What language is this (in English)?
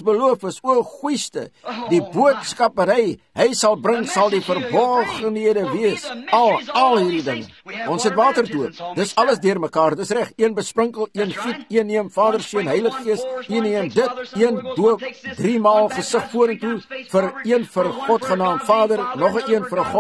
Afrikaans